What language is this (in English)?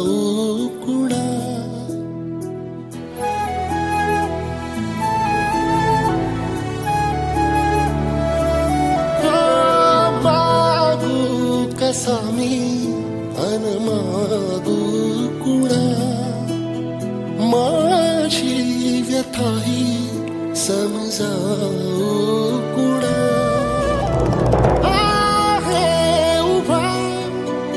Marathi